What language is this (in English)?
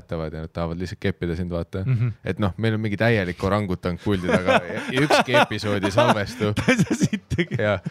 Estonian